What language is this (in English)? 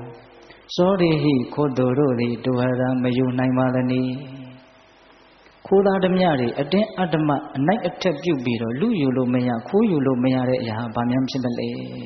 Burmese